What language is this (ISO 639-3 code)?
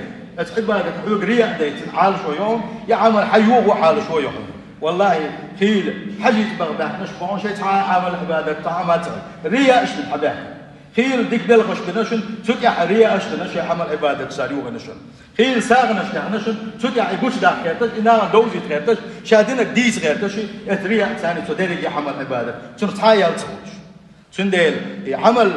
che